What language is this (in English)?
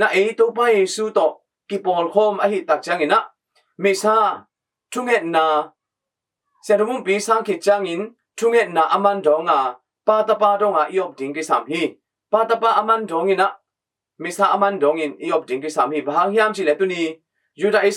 Tedim Chin